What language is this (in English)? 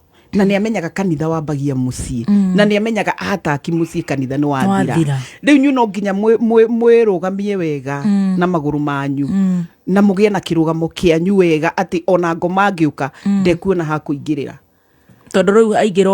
Kikuyu